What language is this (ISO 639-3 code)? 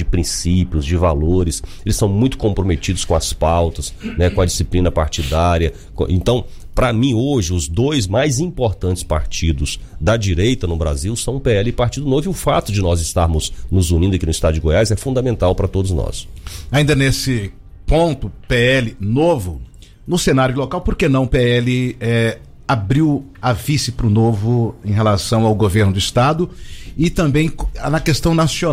por